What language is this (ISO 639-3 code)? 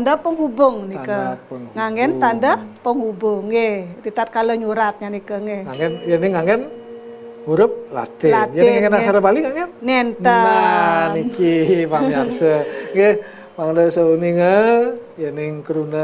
ban